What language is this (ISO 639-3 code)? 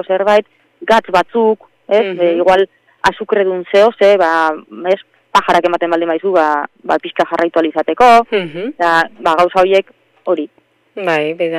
eus